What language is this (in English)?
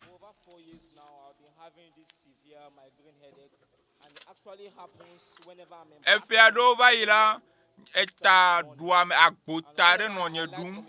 Ewe